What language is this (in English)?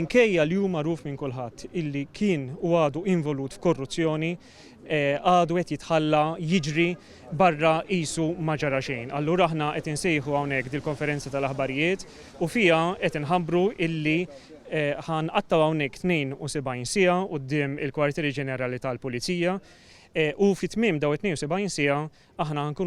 Maltese